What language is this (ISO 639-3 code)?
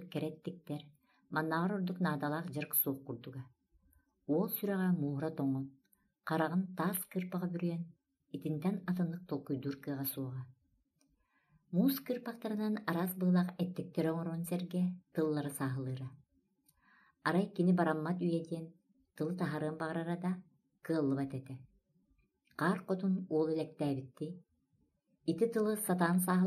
sah